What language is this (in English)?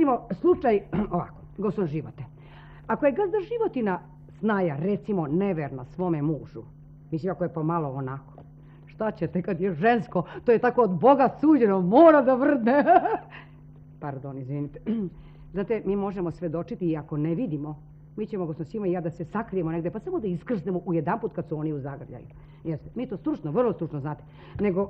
Serbian